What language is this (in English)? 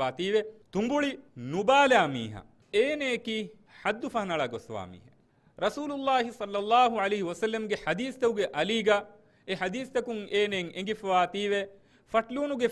Divehi